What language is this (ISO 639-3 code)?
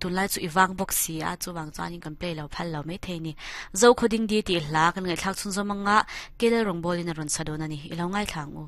lus